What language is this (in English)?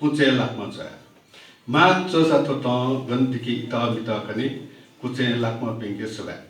Newari